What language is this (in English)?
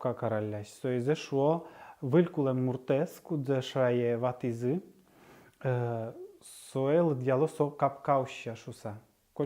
Udmurt